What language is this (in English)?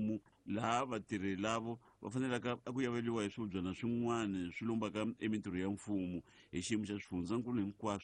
Tsonga